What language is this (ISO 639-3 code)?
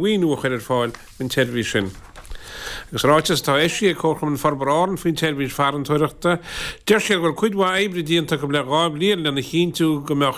gle